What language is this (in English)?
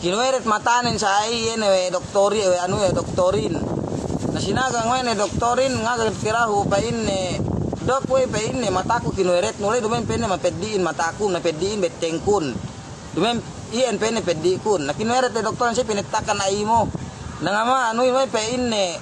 Yakan